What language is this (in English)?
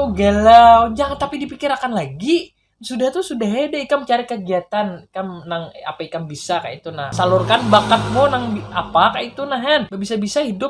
Banjar